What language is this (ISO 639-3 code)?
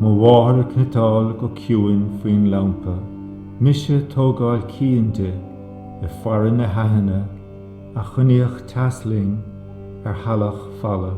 gle